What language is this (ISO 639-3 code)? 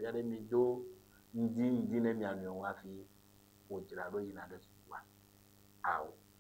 ewe